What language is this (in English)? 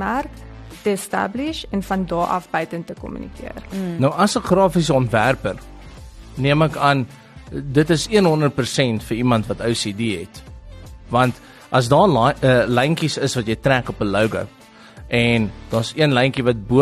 Afrikaans